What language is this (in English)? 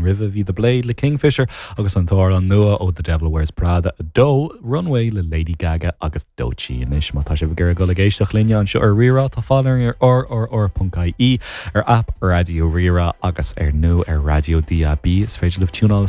Irish